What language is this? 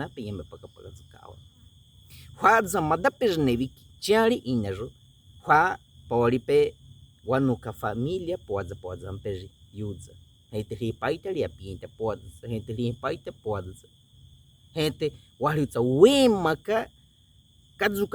Baniwa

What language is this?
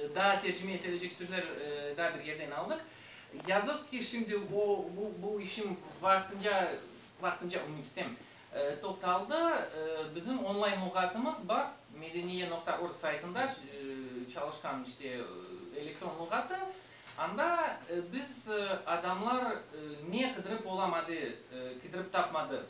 Crimean Tatar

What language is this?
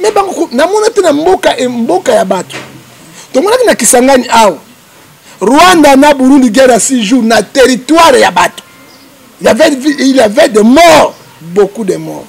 Lingala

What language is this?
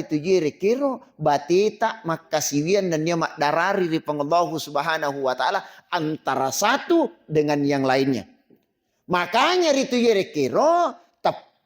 Buginese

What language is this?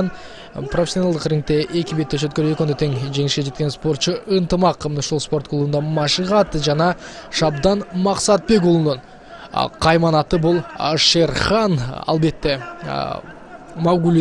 Kyrgyz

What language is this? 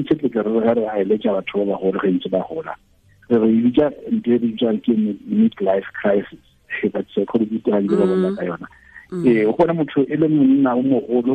Tswana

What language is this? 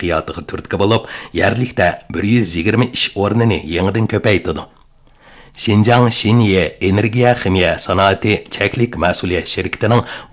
Uyghur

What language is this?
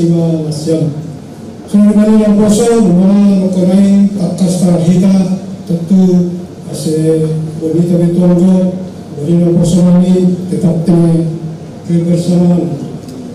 Batak Simalungun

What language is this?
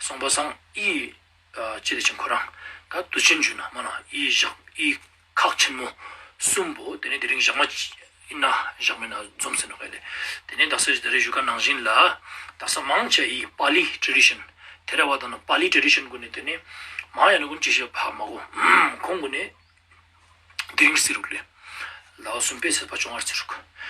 Ladakhi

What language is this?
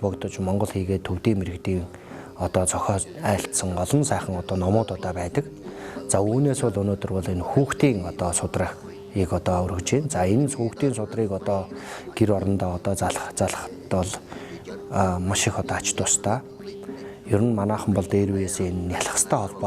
Mongolian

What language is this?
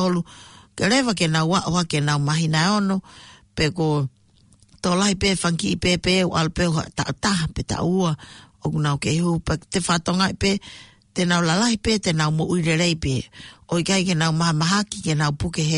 Tongan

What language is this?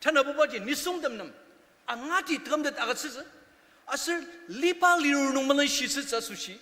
Ao Naga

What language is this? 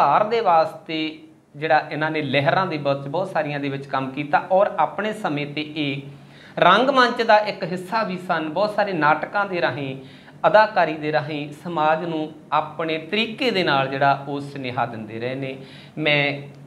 Punjabi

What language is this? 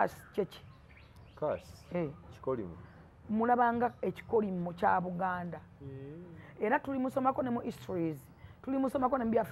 Ganda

